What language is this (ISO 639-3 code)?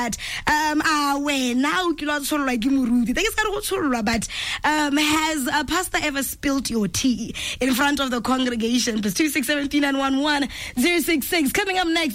tsn